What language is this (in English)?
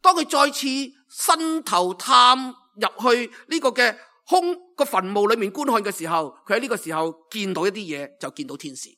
Cantonese